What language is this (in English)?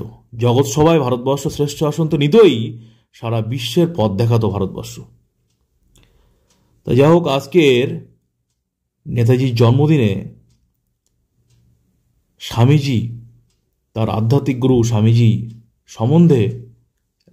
Bangla